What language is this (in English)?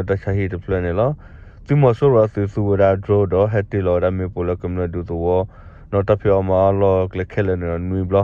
S'gaw Karen